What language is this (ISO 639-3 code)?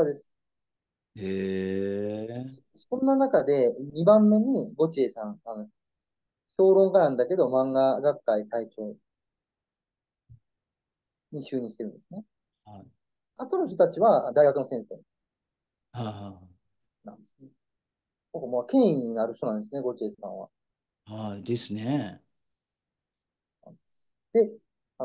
jpn